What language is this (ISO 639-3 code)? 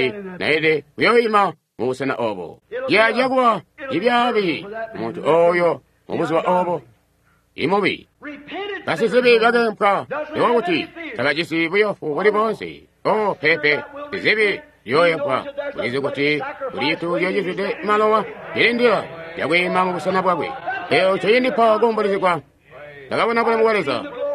toi